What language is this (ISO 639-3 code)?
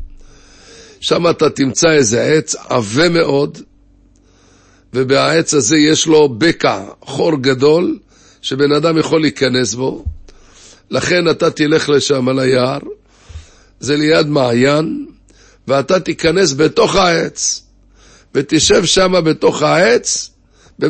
heb